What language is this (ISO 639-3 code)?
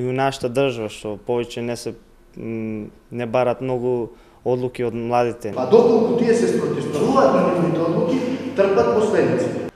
mkd